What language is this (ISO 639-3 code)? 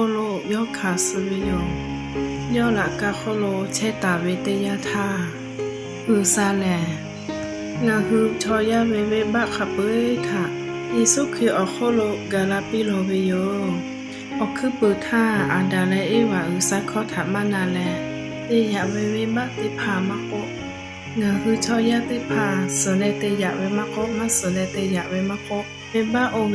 lhu